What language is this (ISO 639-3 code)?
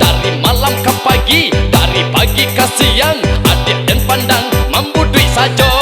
min